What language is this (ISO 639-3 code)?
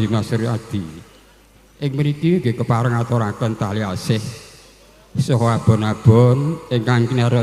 jav